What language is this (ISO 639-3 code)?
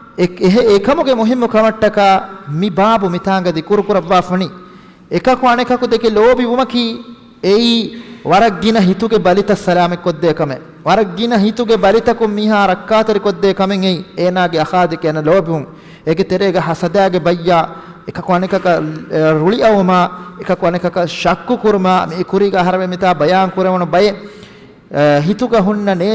div